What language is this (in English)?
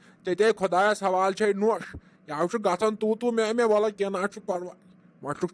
Kashmiri